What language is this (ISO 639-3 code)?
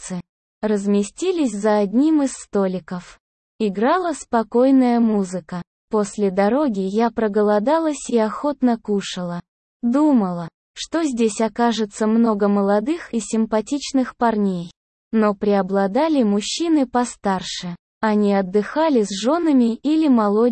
rus